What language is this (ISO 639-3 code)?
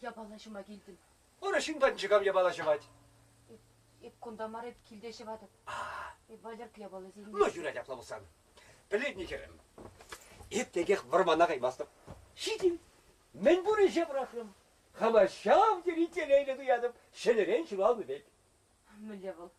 chv